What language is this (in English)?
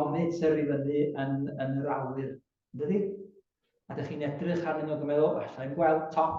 Welsh